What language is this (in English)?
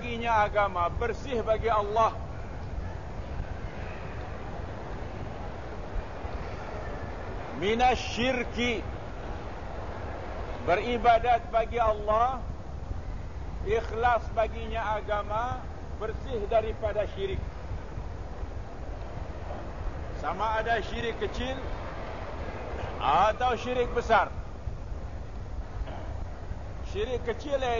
Malay